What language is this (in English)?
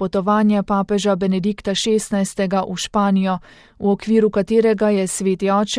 Slovenian